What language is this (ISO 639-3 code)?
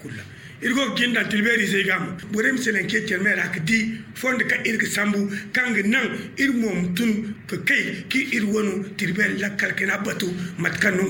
dje